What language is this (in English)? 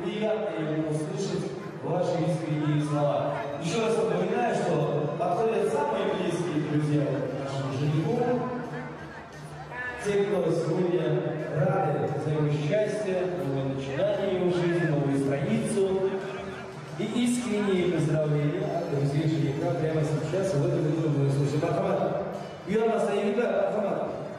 Russian